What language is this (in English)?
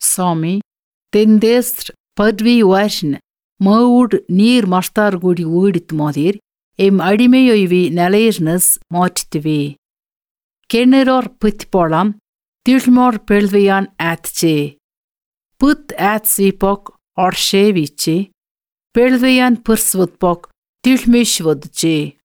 Latvian